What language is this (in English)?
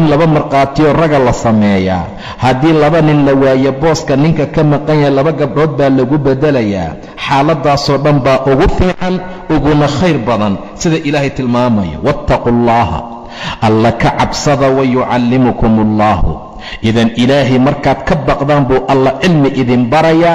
Somali